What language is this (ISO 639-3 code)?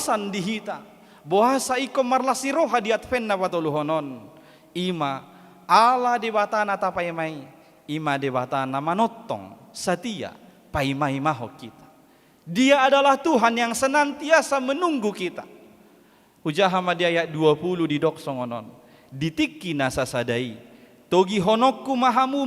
bbc